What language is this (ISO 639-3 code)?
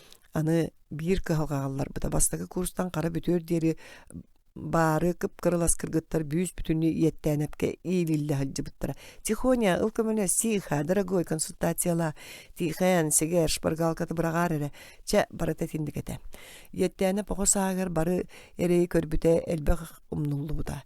sah